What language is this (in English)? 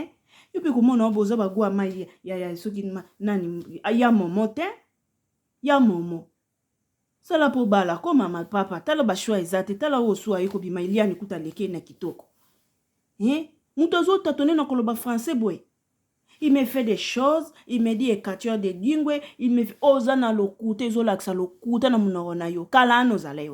Lingala